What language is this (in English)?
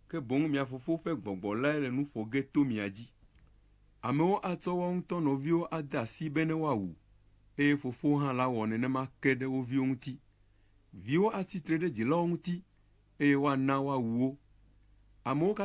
Ewe